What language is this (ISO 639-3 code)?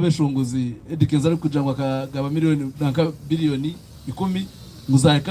nyn